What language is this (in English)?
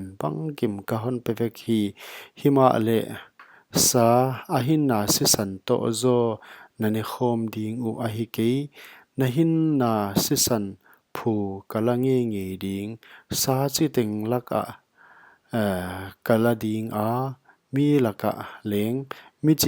Paite Chin